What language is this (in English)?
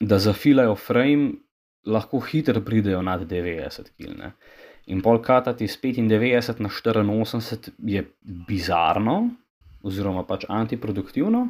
Slovenian